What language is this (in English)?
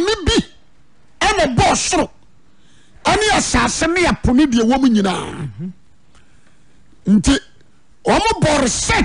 Akan